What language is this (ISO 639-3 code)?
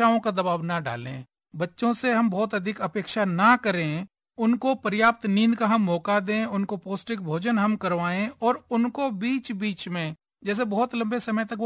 hin